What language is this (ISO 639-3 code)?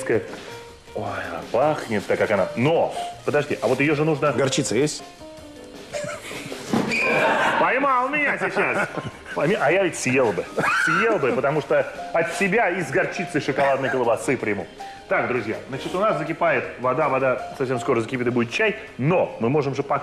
rus